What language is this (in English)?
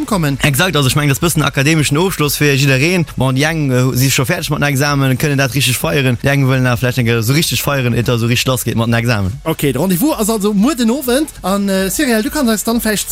Luxembourgish